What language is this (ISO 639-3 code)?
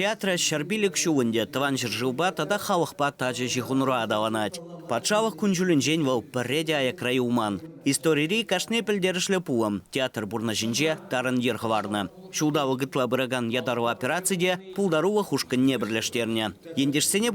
chv